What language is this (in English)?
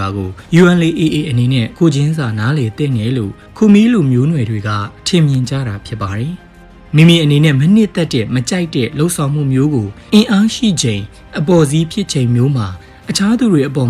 Burmese